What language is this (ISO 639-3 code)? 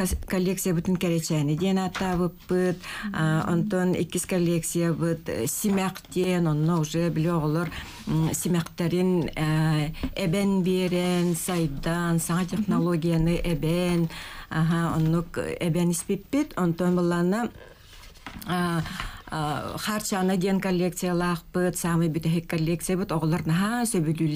sah